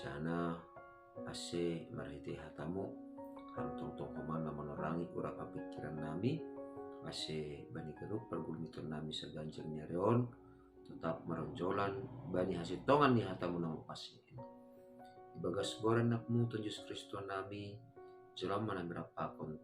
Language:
Batak Simalungun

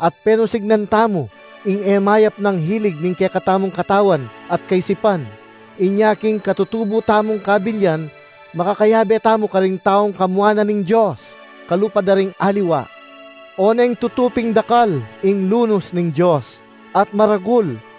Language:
Pampanga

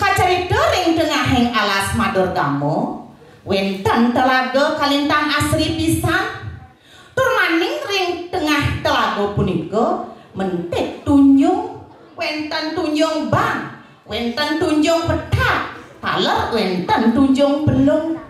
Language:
Balinese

